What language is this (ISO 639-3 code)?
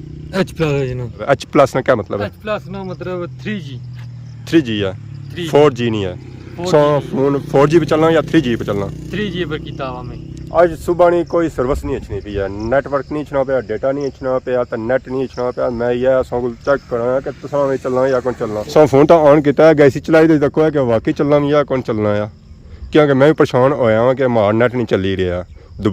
phr